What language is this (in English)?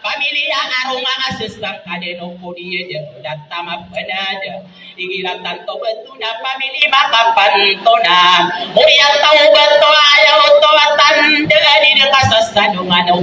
Maranao